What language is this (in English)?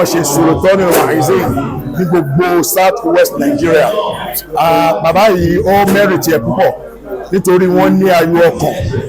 Yoruba